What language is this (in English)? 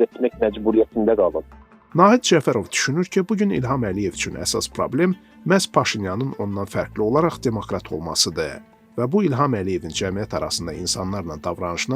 Azerbaijani